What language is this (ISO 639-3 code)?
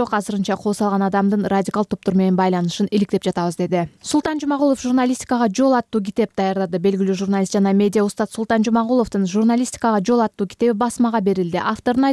kir